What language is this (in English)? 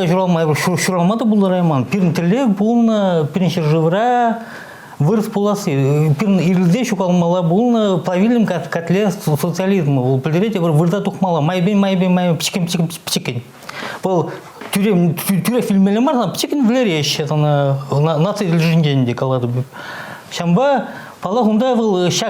Chuvash